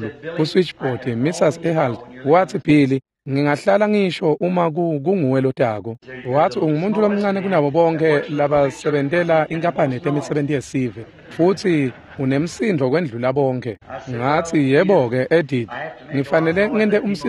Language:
Swati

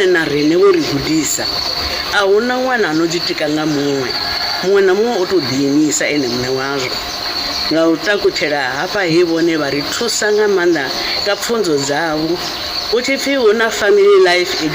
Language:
Venda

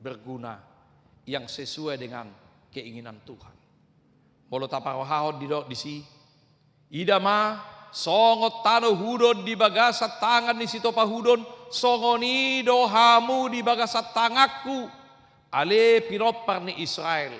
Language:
Batak Toba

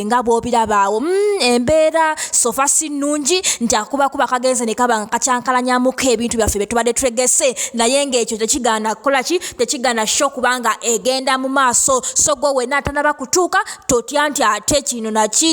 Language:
Ganda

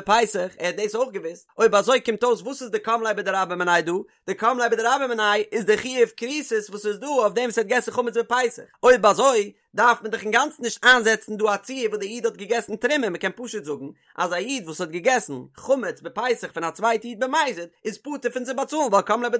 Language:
Yiddish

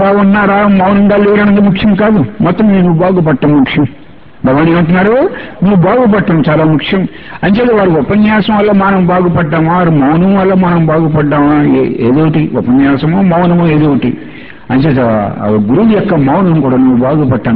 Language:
Telugu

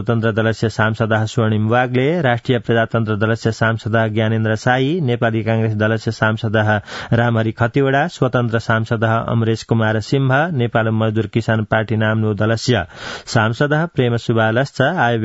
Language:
Sanskrit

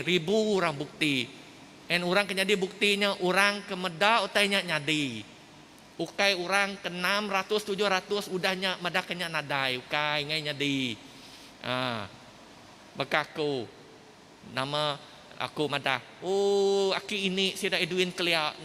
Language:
Iban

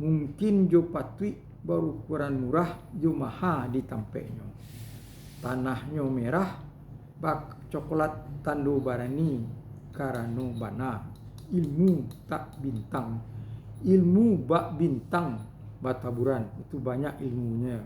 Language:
Minangkabau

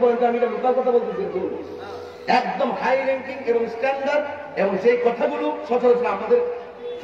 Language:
Bangla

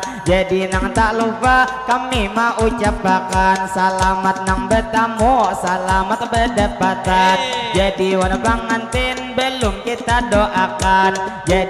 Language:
Banjar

